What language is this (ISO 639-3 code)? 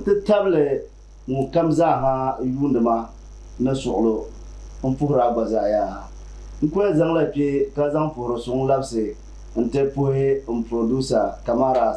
dag